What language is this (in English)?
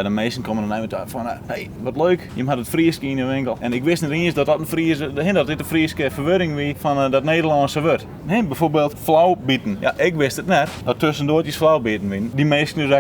Western Frisian